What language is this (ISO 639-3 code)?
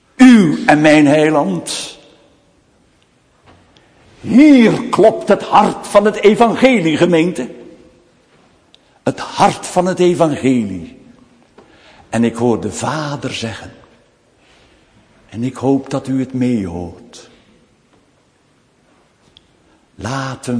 nld